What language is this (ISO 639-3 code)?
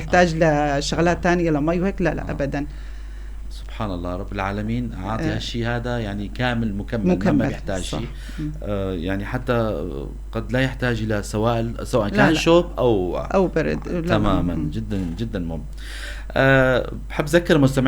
apc